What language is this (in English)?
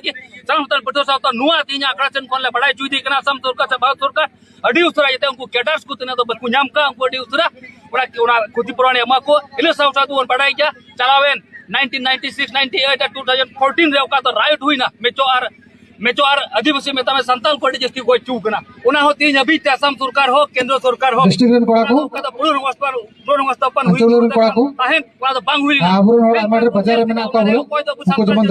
Santali